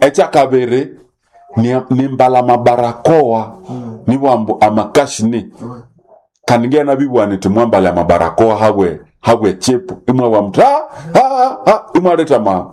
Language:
Nande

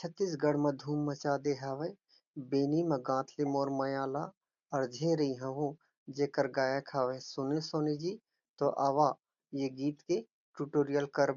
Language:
Chhattisgarhi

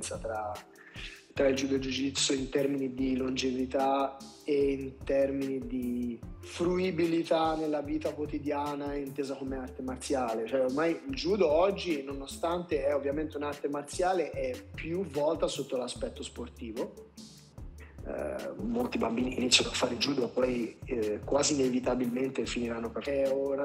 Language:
Italian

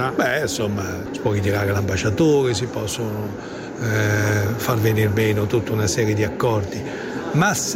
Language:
Italian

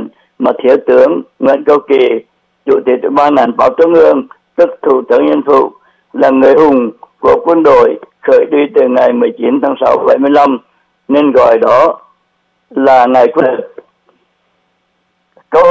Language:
Vietnamese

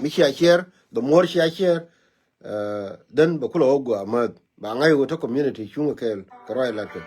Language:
Nuer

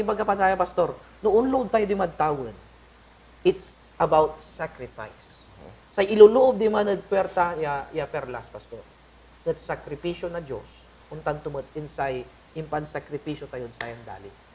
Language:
Pangasinan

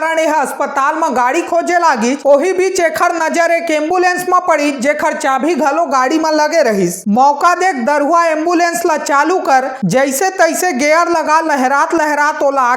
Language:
Chhattisgarhi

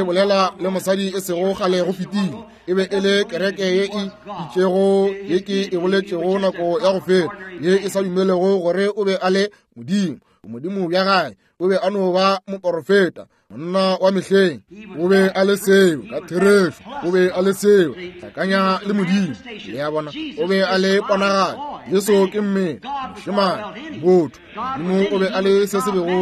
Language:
Northern Sotho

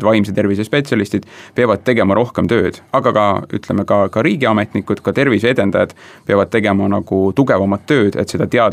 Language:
Estonian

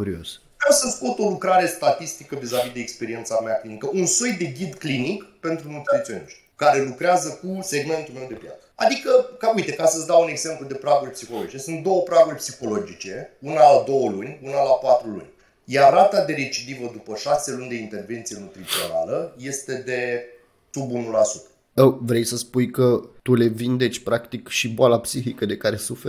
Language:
Romanian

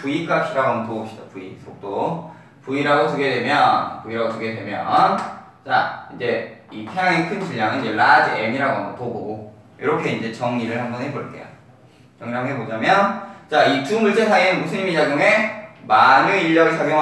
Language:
Korean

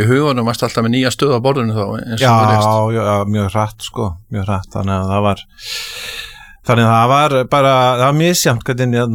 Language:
Icelandic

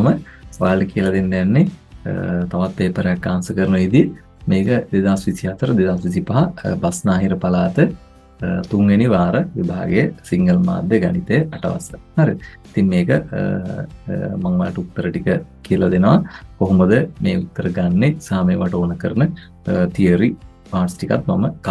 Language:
Sinhala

